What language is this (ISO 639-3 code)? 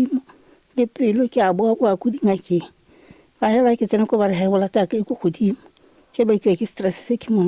nso